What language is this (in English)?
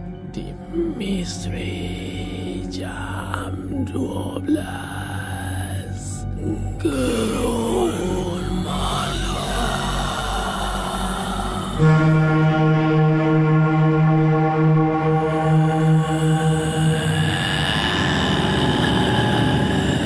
Malay